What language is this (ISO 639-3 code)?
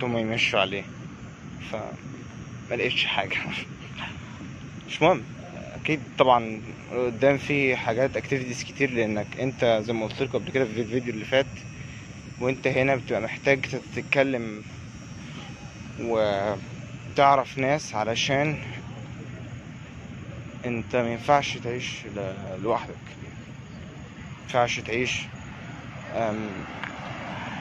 arz